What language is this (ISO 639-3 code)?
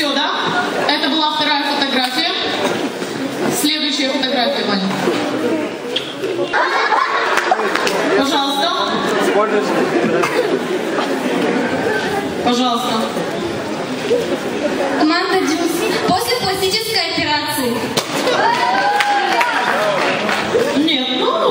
rus